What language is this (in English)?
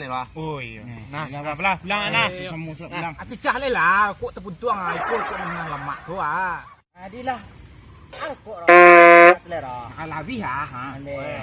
Minangkabau